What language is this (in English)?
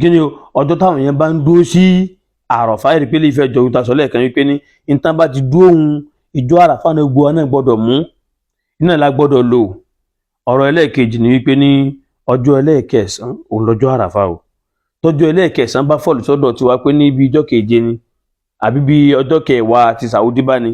Yoruba